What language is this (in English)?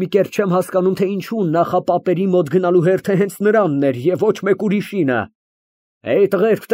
Armenian